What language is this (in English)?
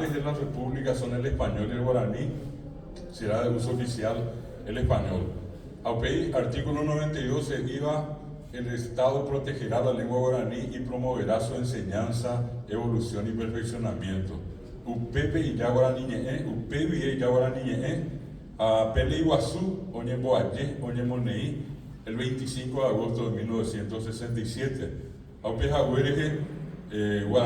Guarani